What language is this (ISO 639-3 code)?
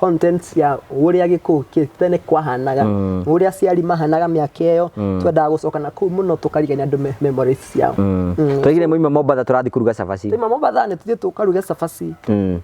kik